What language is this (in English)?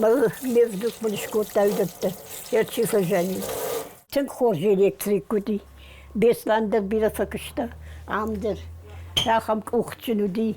Ossetic